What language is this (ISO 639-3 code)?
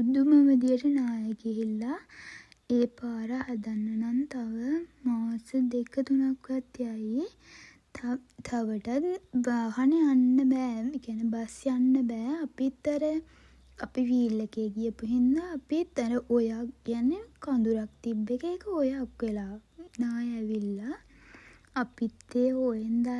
sin